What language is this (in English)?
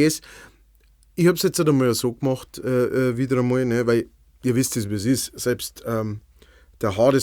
Bavarian